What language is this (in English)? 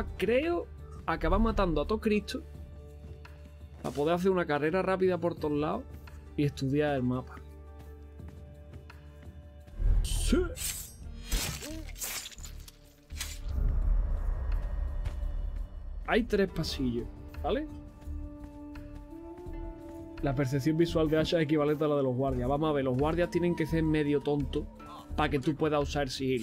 Spanish